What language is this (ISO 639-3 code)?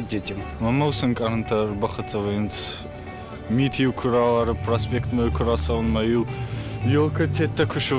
oss